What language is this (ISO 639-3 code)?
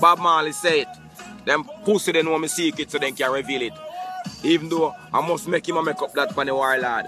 jam